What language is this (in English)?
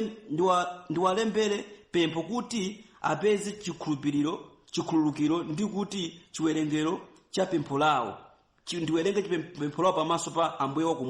Nyanja